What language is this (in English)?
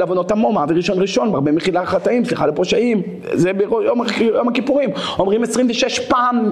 Hebrew